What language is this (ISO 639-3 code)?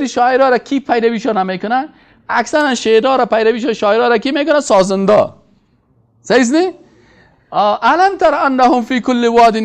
fas